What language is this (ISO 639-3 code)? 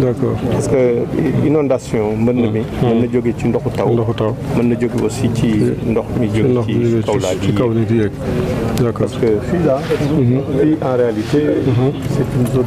wol